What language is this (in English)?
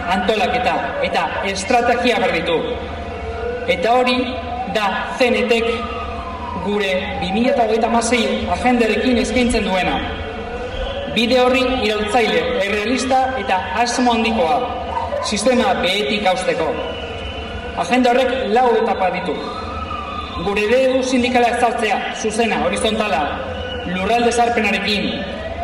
Basque